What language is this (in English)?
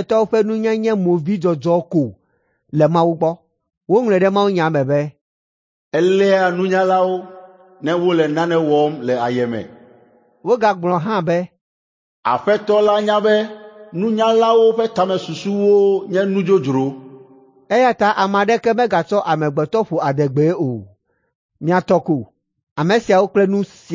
Ewe